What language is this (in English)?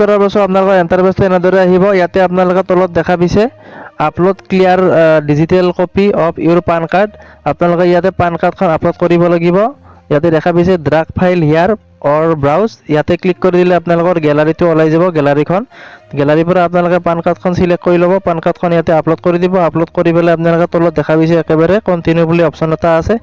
Assamese